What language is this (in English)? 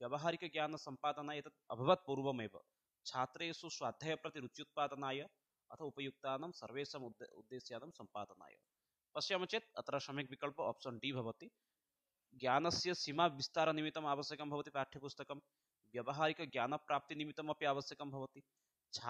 Sanskrit